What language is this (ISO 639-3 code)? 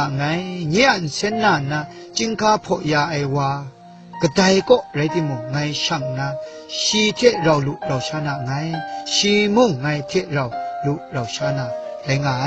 kac